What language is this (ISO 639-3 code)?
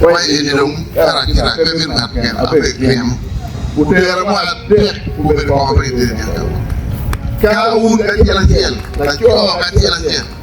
ach